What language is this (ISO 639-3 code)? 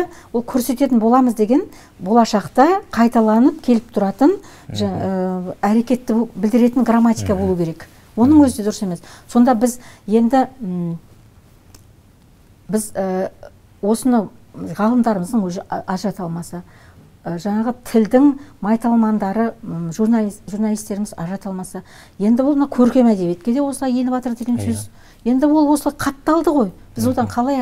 kaz